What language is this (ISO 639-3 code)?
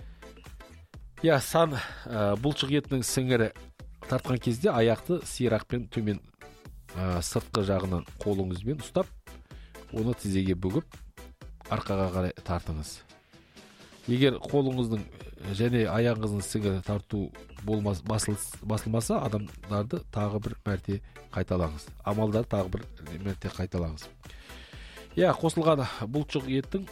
kaz